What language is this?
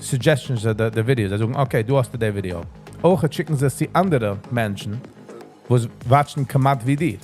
Yiddish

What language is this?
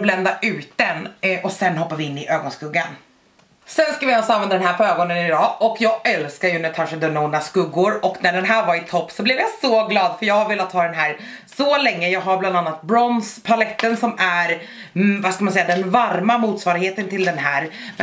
Swedish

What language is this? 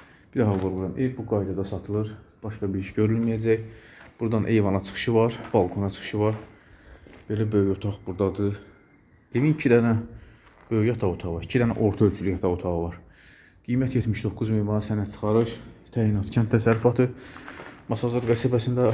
Azerbaijani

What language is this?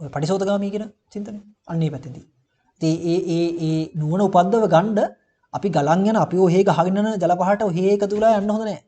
Sinhala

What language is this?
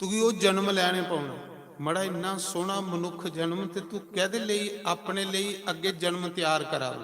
Dogri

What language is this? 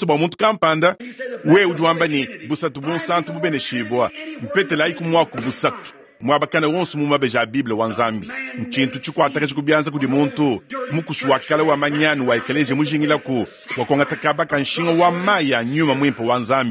Luba-Lulua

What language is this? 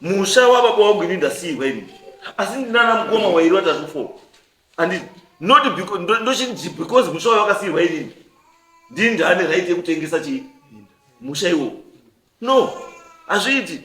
Shona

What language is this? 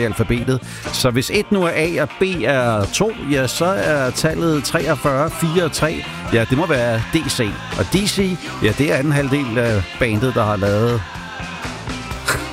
Danish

